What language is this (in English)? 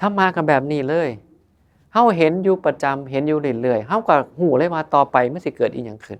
Northeastern Thai